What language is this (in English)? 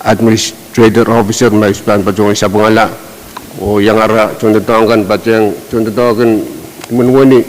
Pohnpeian